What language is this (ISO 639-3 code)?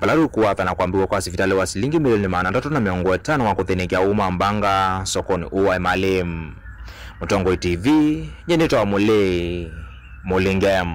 kam